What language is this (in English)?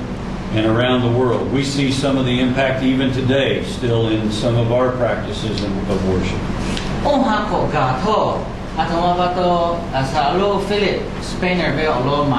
Lahu